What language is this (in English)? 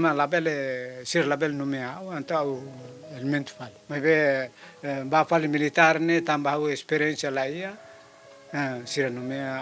Tetum